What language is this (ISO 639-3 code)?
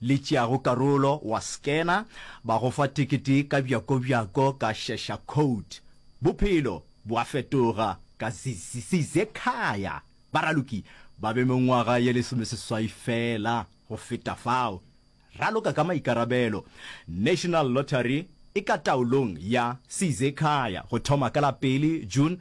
nso